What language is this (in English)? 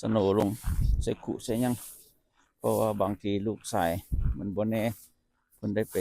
Lao